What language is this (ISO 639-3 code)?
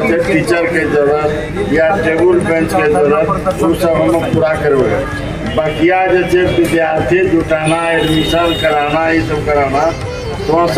anp